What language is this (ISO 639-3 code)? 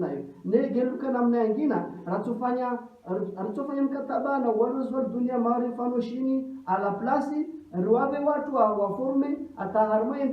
zdj